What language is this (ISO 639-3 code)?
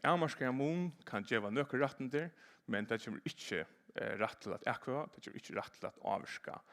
fao